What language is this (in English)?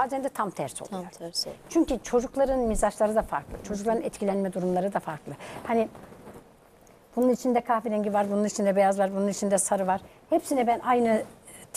Turkish